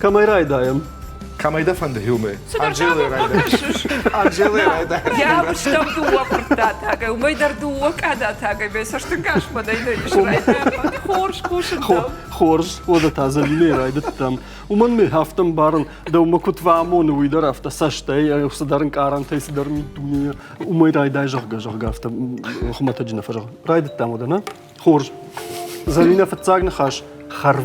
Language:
Ossetic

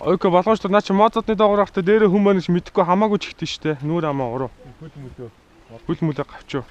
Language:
Mongolian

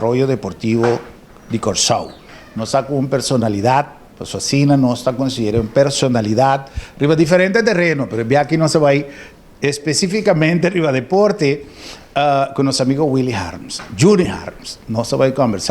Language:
Papiamento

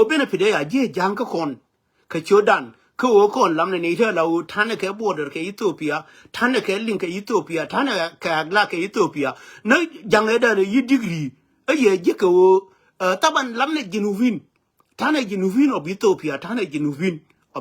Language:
Nuer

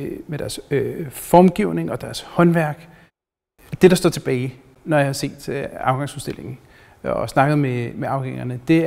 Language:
Danish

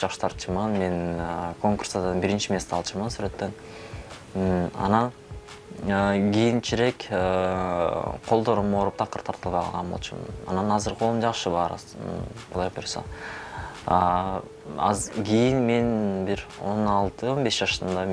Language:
Kyrgyz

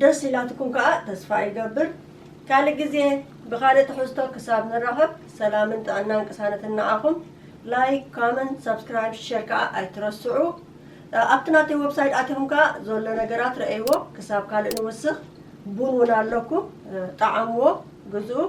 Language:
Tigrinya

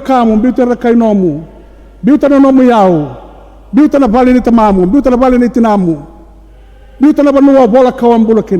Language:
Fijian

